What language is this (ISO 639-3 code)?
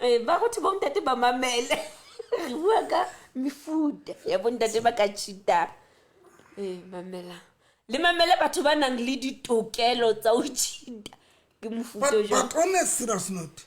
sot